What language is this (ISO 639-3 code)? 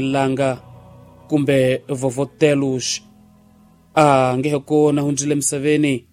tso